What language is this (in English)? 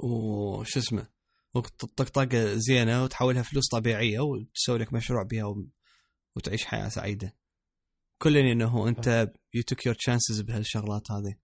Mesopotamian Arabic